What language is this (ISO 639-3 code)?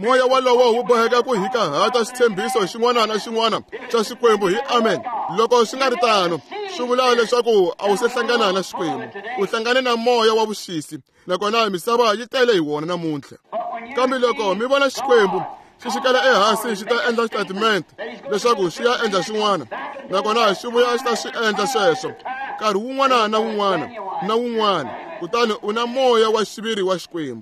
tso